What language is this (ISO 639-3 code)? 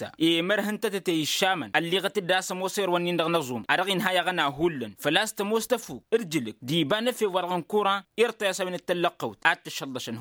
taq